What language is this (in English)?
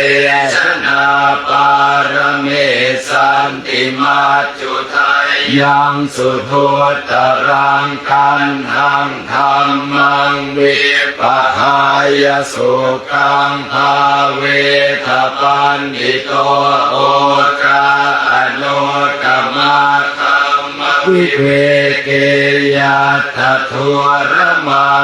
Pali